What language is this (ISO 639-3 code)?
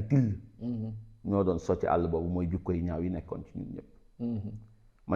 wol